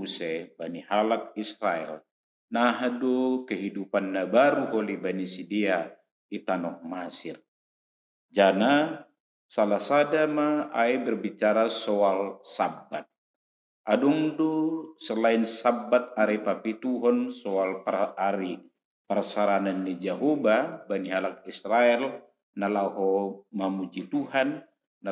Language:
Batak Simalungun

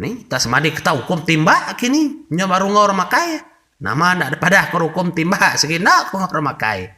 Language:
Iban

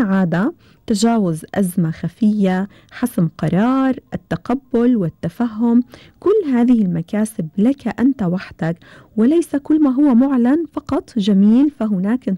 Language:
Gulf Arabic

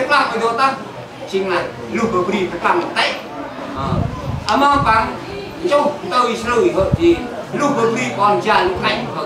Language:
Central Mnong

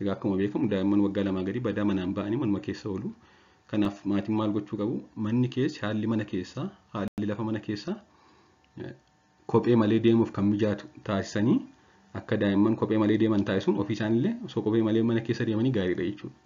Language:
Oromo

